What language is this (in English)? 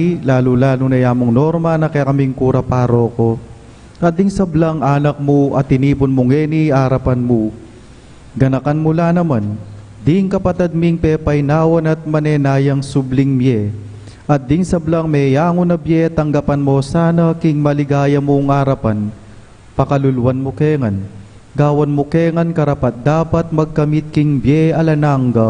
Pampanga